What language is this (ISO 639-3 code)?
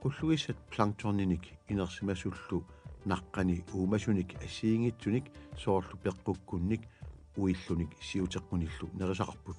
kal